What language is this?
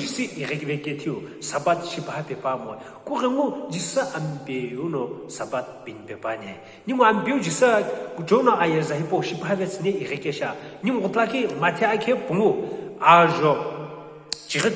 Sumi Naga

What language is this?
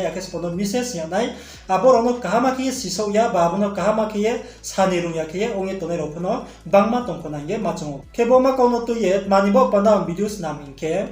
Riang (India)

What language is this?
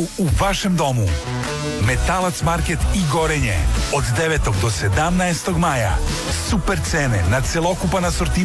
Serbian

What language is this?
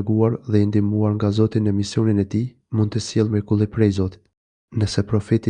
Albanian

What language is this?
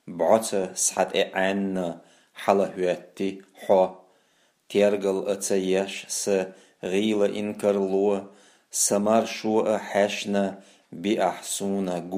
Chechen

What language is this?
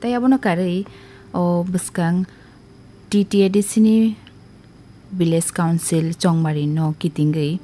Kok Borok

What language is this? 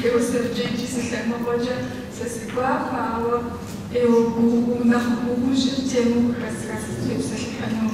Kabardian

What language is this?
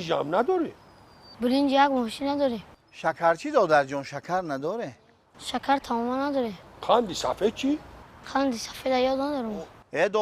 Tajik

